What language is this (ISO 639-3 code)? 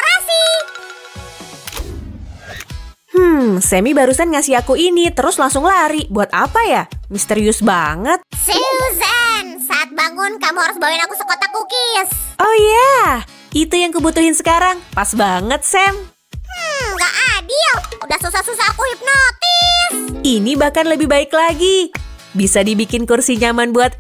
ind